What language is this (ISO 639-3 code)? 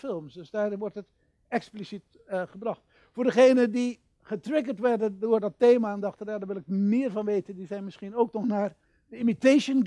nld